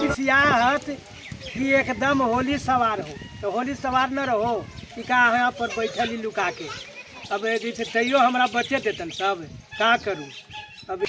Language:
Magahi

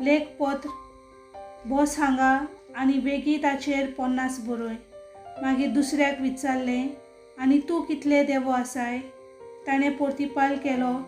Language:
Konkani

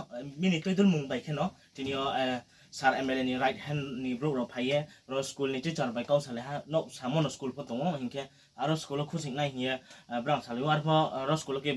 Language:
Riang (India)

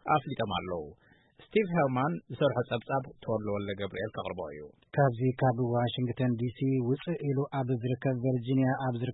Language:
Tigrinya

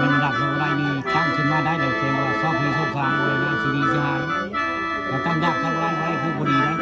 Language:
Northeastern Thai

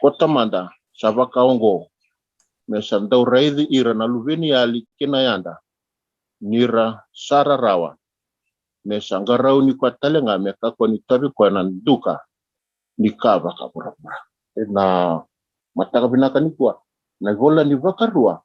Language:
Fijian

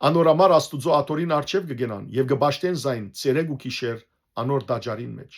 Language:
Western Armenian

